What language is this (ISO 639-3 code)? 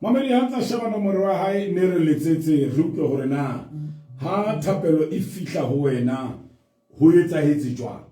sot